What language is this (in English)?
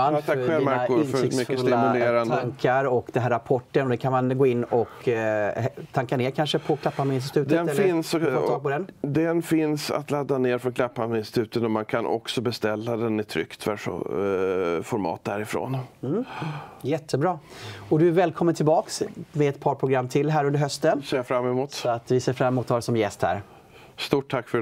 Swedish